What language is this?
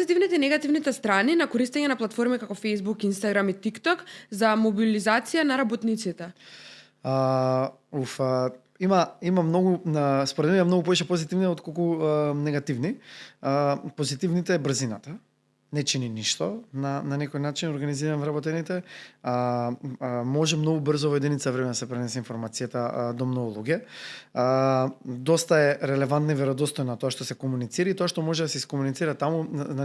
Macedonian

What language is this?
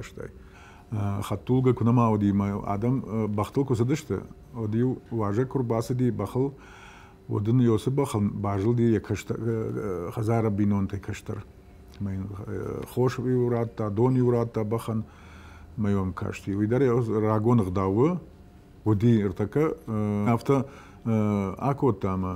Ossetic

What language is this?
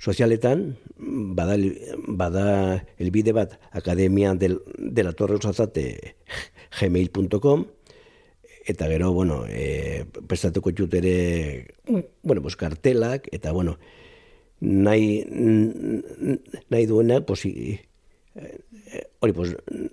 Basque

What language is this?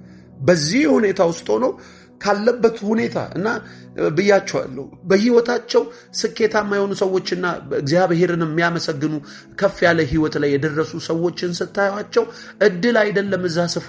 Amharic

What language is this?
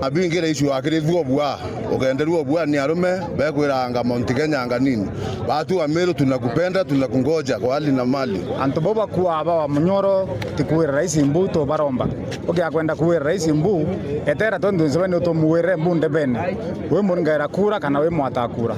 Meru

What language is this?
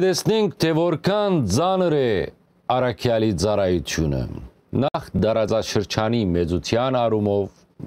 Western Armenian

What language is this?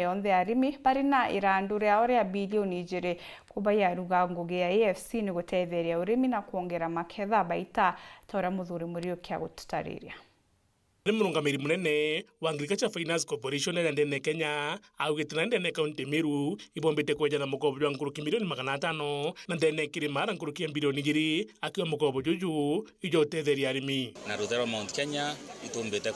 Meru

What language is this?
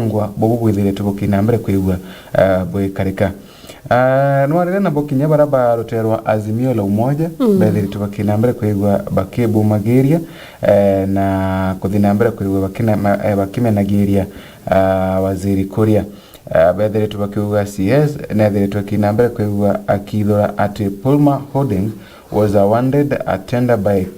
Meru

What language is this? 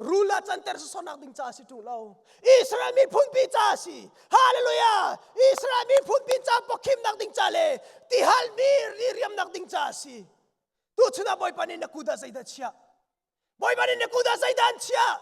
Hakha Chin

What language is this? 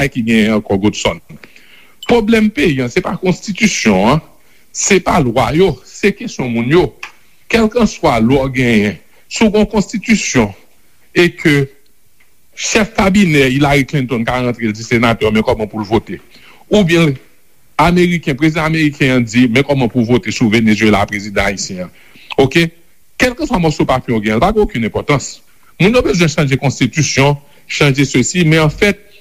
Haitian Creole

